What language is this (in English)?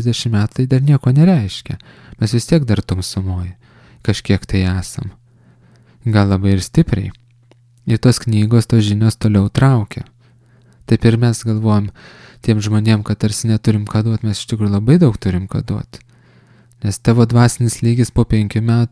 Lithuanian